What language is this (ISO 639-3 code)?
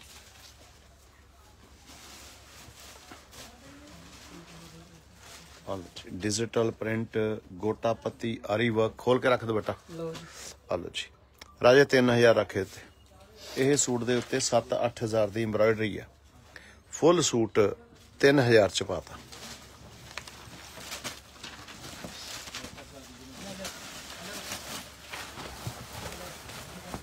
pan